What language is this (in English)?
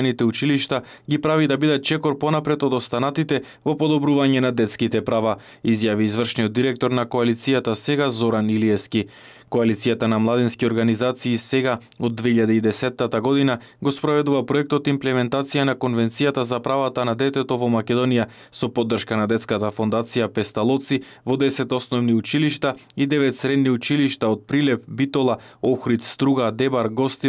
Macedonian